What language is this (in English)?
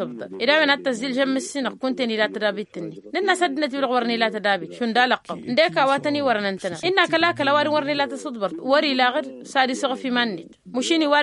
Tamasheq